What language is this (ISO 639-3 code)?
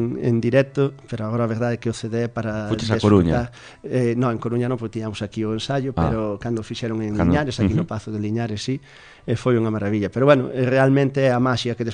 glg